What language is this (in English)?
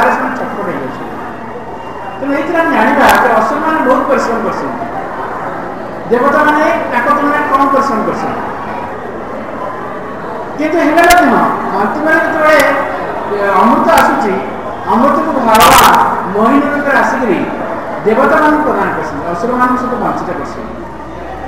Odia